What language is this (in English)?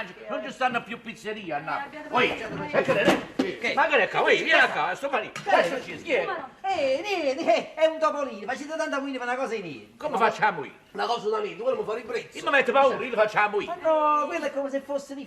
Neapolitan